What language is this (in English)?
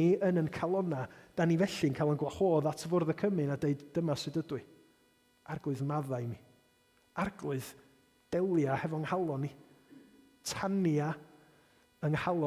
Welsh